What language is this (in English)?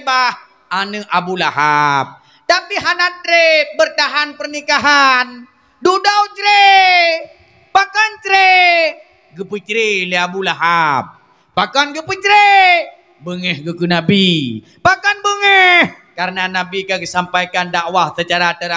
Achinese